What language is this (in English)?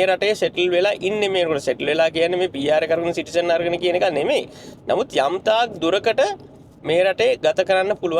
Sinhala